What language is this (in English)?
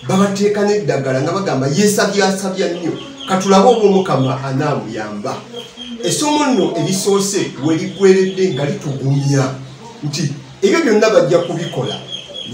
Ganda